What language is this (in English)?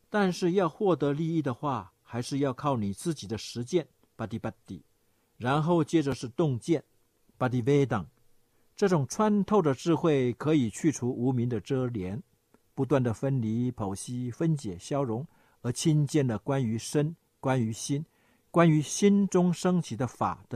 Chinese